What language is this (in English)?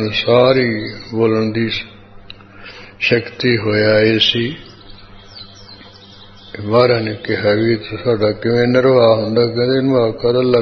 Punjabi